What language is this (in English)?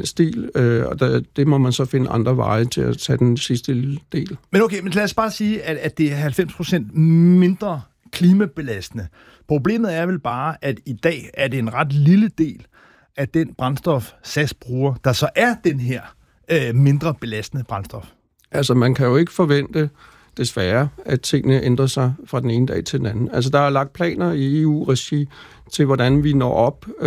Danish